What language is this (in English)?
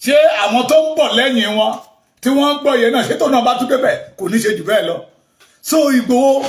Yoruba